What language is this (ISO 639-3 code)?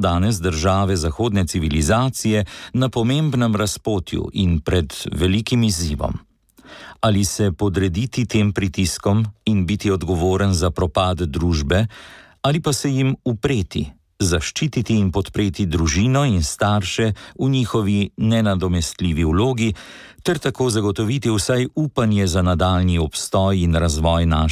slv